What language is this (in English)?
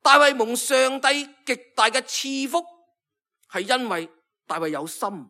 Cantonese